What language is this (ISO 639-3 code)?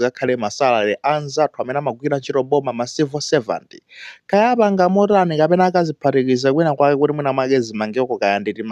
nya